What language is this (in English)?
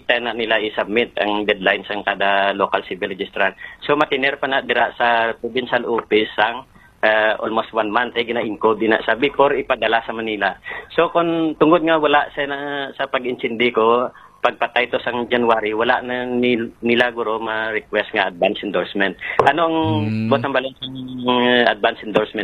Hiligaynon